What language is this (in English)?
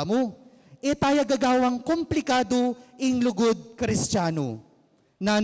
Pampanga